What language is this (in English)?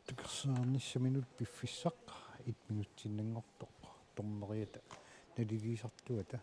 Kalaallisut